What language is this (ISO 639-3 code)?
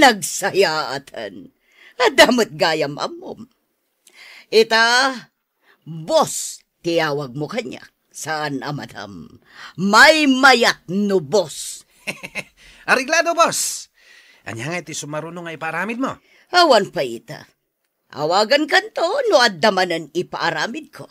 ilo